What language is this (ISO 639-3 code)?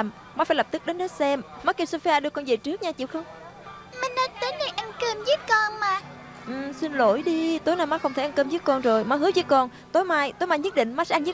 vie